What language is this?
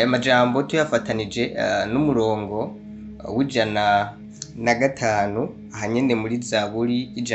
Rundi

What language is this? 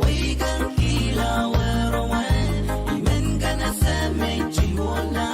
Pohnpeian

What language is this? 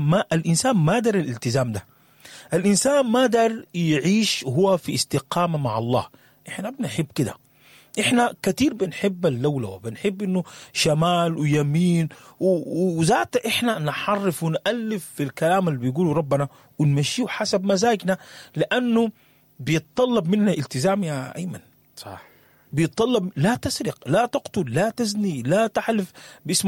Sudanese Arabic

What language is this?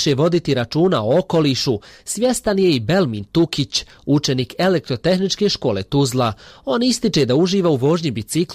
Bosnian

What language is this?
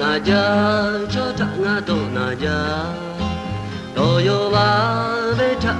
Lahu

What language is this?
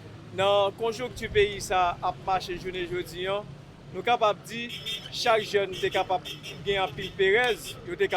Haitian Creole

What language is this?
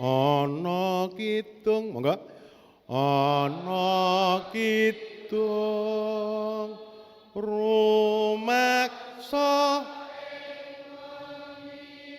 Javanese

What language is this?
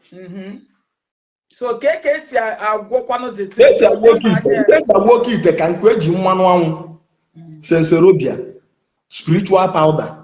Igbo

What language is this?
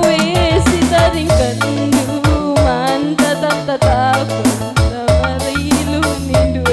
Batak Karo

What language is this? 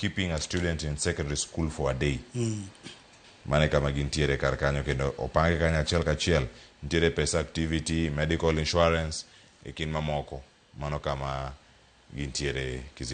Luo (Kenya and Tanzania)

